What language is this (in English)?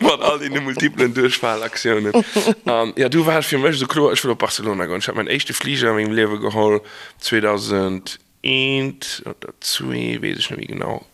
Luxembourgish